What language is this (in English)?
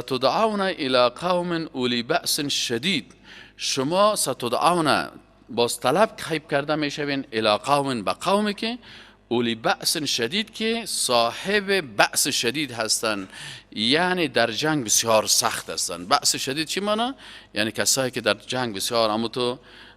Persian